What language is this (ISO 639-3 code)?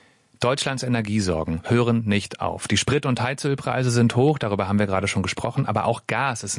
deu